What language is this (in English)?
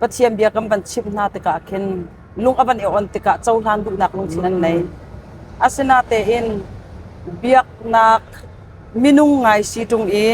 Hakha Chin